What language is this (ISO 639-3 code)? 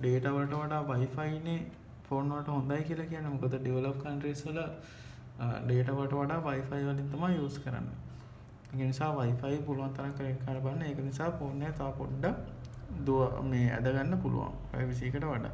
sin